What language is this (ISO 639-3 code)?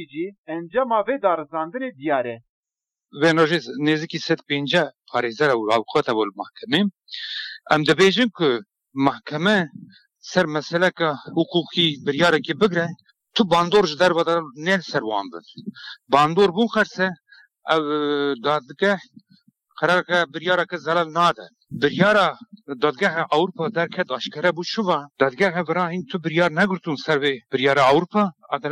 kur